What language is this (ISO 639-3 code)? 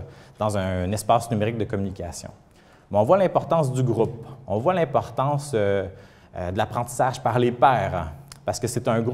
fra